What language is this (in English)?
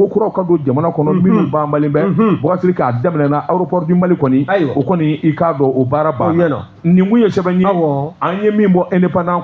Bambara